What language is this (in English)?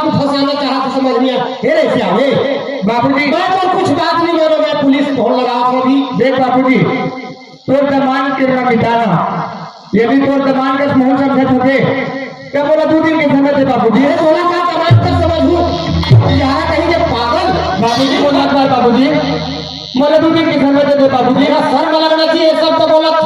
Chhattisgarhi